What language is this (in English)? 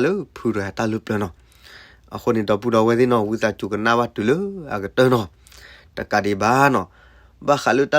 S'gaw Karen